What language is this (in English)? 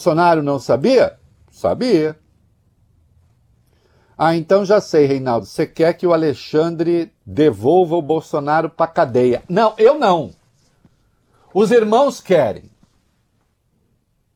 Portuguese